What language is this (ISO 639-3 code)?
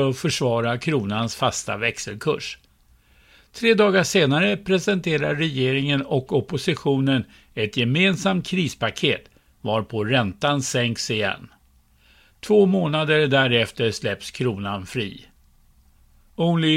swe